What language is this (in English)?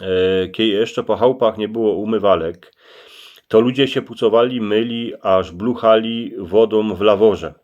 Silesian